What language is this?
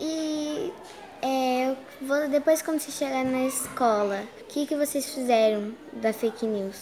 Portuguese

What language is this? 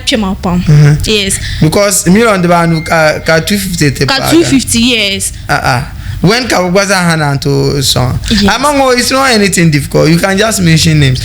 Dagbani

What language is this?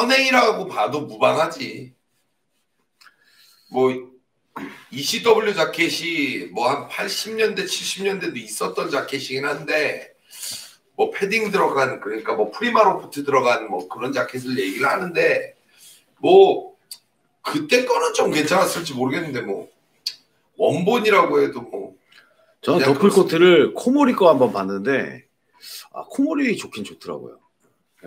Korean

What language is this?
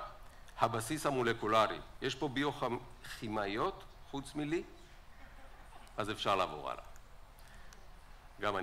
Hebrew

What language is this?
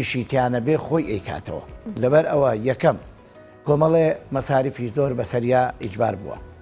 Central Kurdish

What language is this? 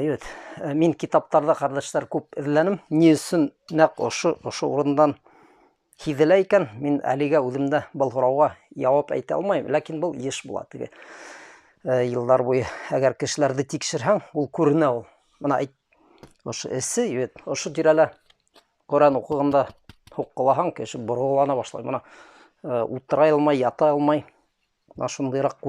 Bashkir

